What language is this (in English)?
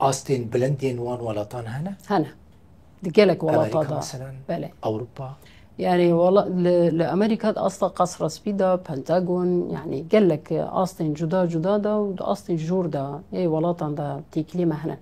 Kurdish